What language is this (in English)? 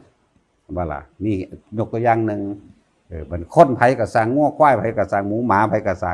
Northeastern Thai